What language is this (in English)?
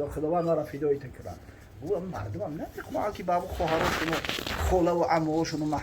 Tajik